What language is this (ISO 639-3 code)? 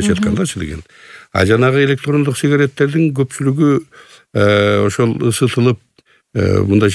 kir